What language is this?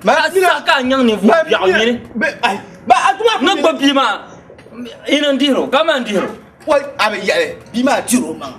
Dagbani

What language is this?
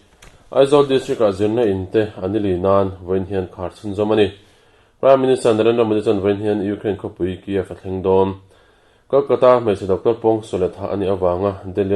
Mizo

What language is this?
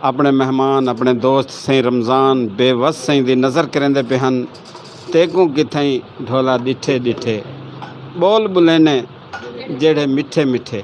Saraiki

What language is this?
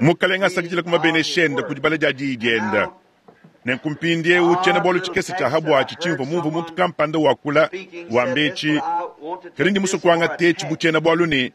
Luba-Lulua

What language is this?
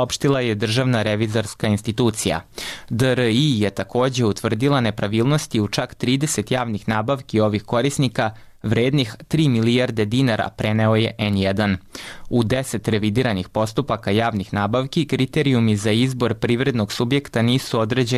Serbian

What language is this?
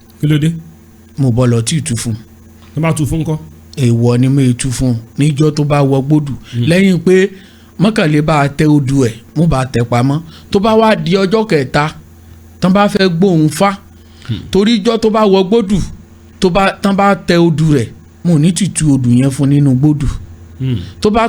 Yoruba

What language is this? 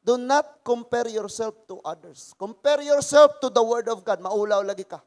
Cebuano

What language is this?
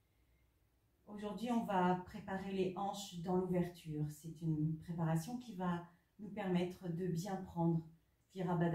French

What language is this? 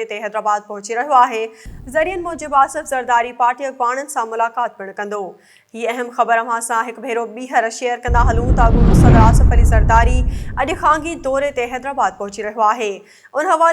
Sindhi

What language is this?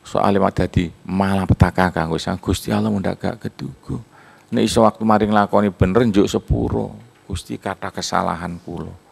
Javanese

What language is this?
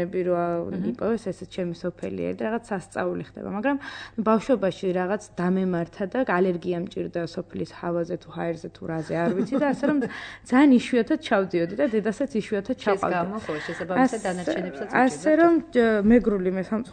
Georgian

